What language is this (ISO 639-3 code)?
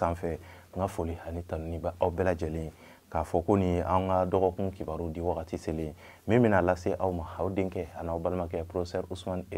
bam